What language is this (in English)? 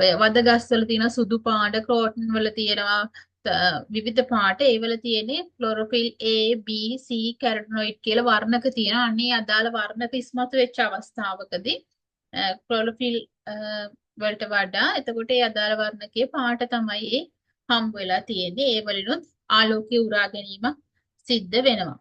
Sinhala